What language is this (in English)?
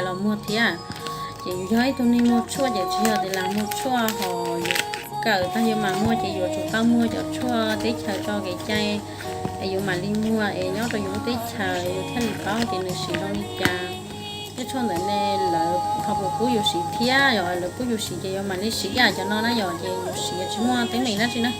Hmong